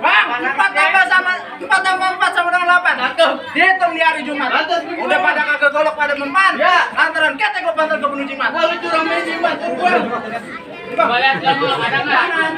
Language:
Betawi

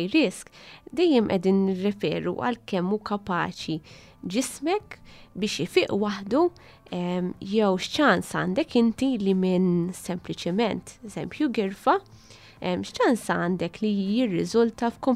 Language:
Maltese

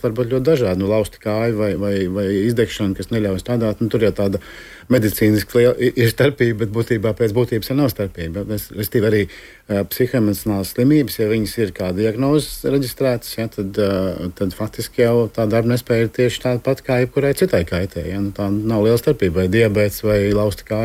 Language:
Latvian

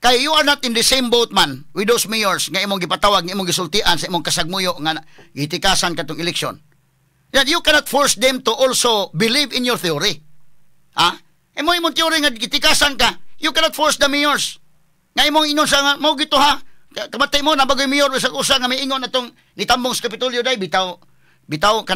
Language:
Cebuano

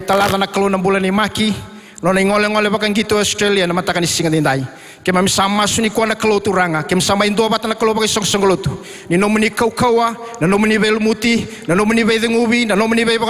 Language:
Fijian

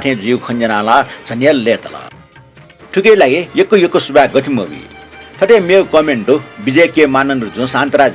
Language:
Newari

